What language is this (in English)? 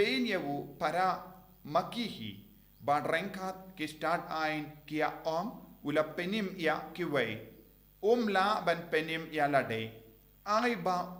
Khasi